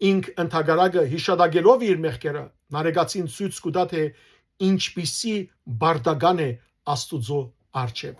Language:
Western Armenian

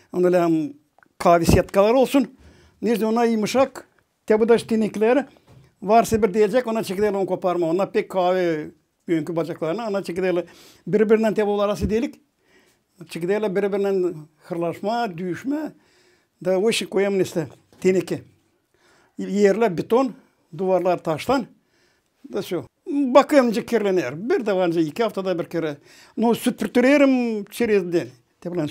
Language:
Gagauz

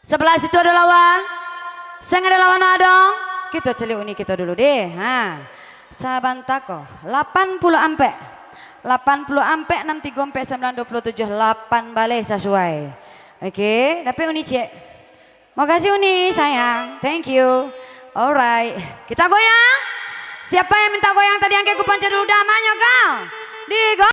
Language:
Minangkabau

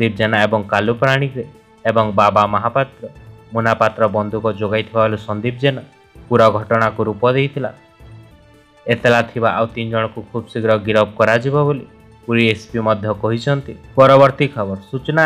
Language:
Odia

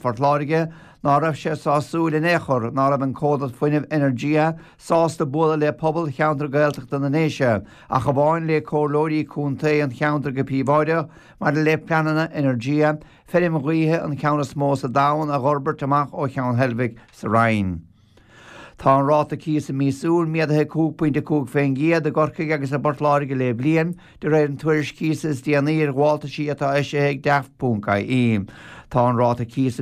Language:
Irish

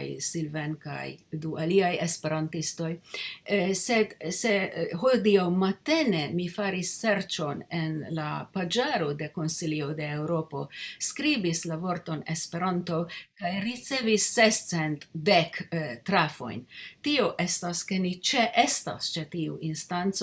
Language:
Esperanto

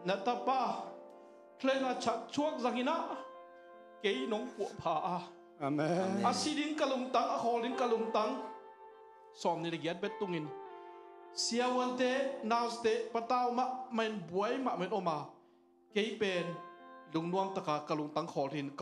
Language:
Tedim Chin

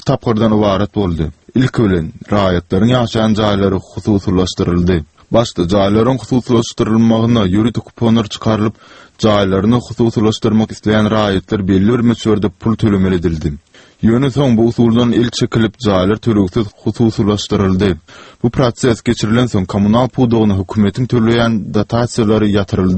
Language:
Turkmen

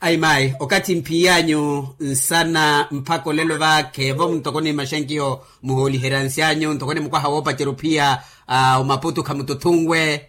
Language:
Makhuwa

